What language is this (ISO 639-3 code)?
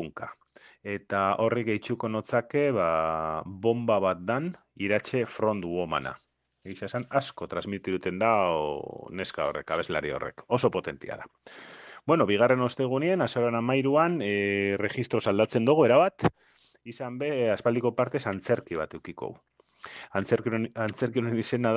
eus